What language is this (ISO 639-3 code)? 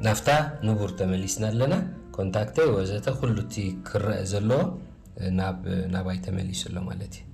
tir